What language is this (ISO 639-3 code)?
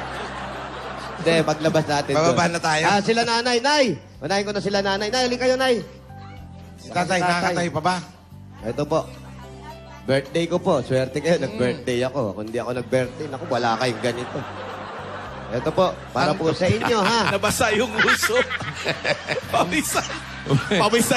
fil